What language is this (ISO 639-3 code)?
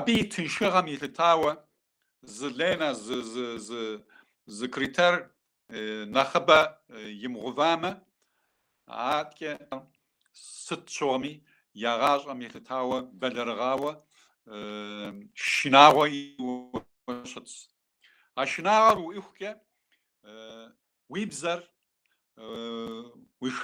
kbd